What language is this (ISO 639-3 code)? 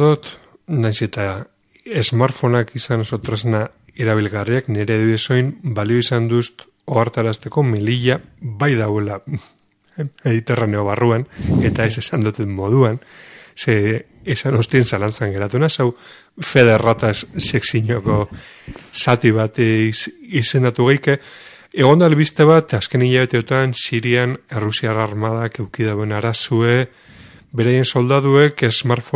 eus